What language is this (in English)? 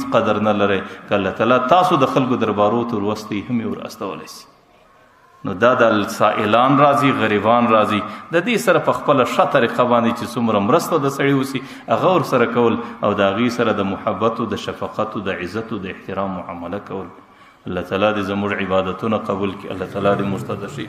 Pashto